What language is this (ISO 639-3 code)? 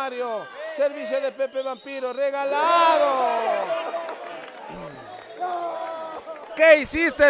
spa